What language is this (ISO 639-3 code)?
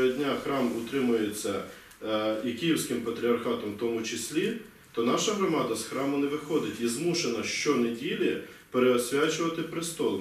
ukr